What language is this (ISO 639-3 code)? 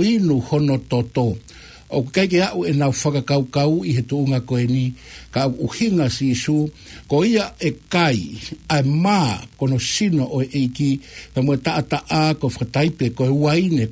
ton